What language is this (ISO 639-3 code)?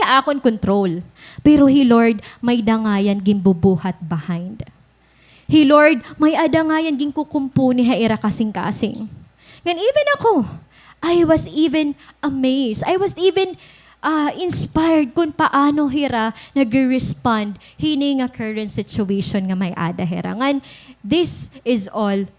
war